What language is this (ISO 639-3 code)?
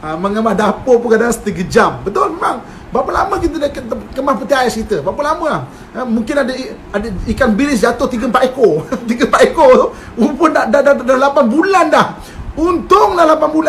msa